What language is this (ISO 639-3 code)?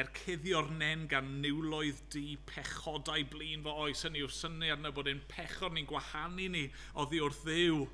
cym